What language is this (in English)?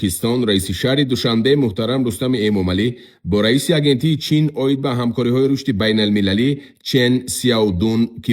Tajik